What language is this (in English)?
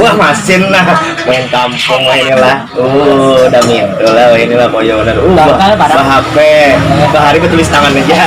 Banjar